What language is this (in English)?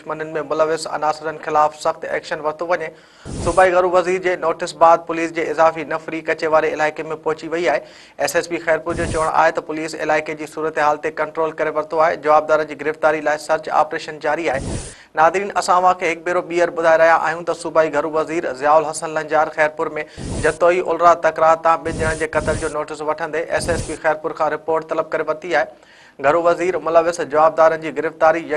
Sindhi